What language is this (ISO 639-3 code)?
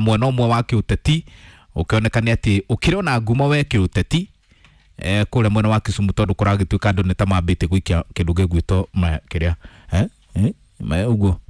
kik